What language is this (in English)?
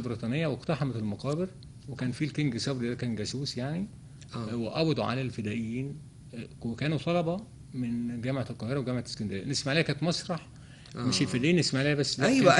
Egyptian Arabic